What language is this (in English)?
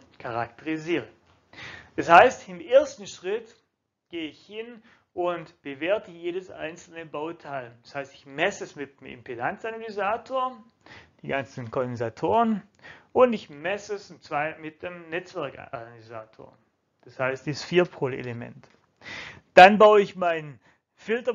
German